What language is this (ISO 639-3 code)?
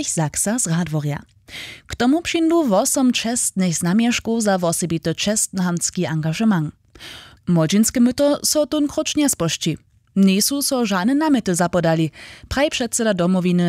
hsb